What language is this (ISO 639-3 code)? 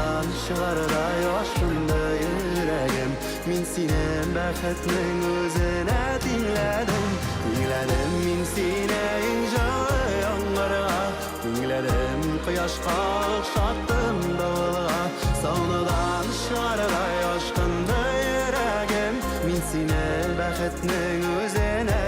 bak